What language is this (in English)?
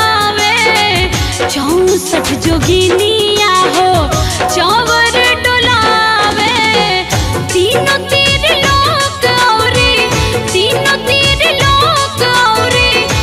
Bhojpuri